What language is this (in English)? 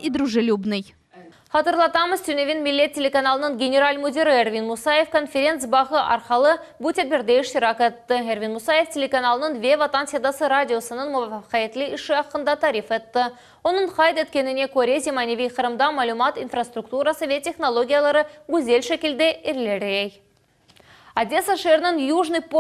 Crimean Tatar